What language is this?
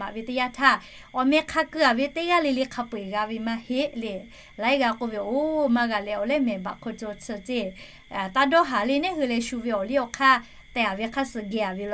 Lahu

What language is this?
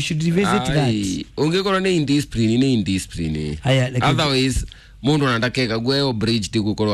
Kikuyu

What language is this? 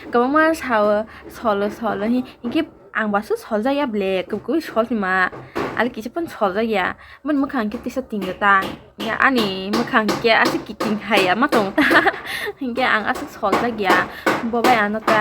Kok Borok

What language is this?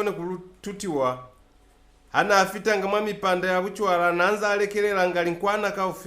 Lozi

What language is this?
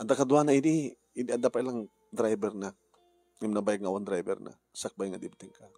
Iloko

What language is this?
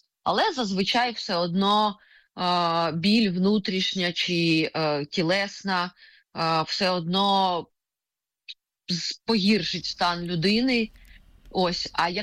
Ukrainian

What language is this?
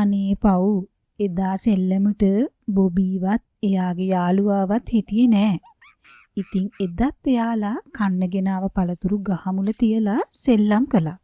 Sinhala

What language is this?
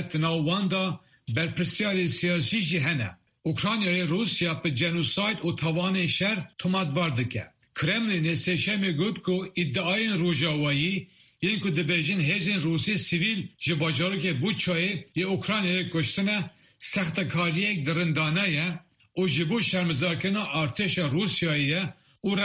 Kurdish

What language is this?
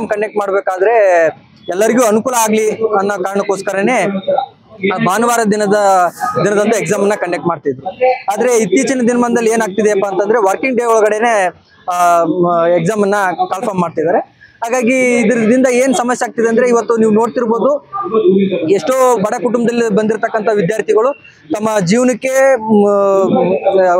Kannada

